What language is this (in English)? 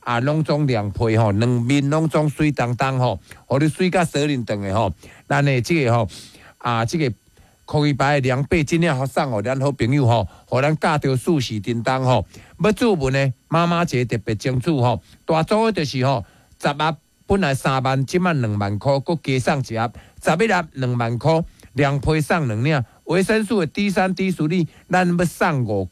Min Nan Chinese